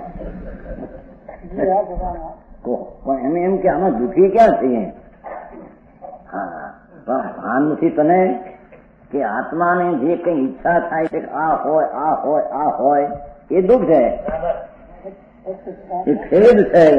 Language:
Gujarati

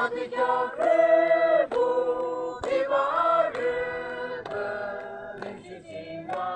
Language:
Yimchungru Naga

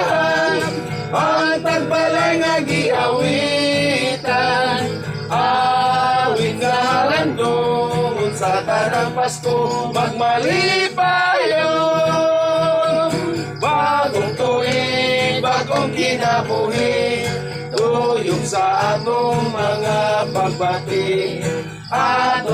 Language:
Cebuano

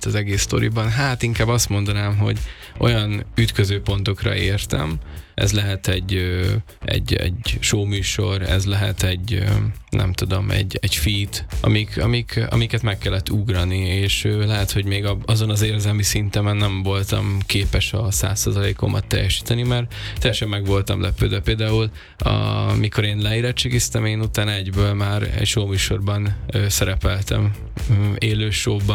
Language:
Hungarian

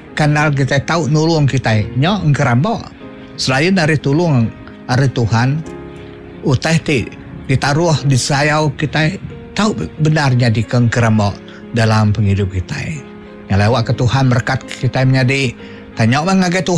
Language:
Iban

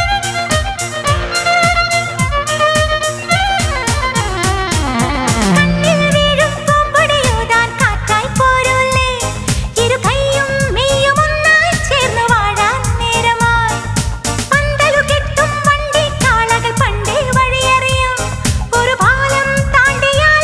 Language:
Malayalam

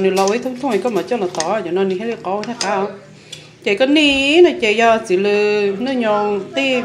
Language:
Hmong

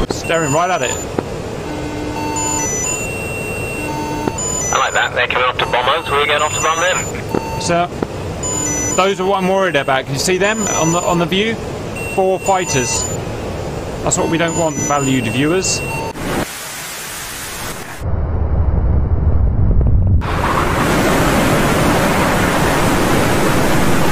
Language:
English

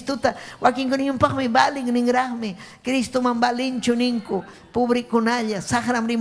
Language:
Ayacucho Quechua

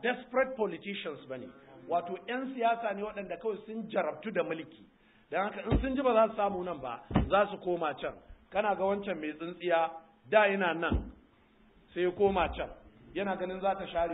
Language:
Hausa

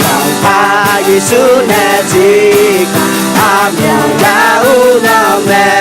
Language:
Akha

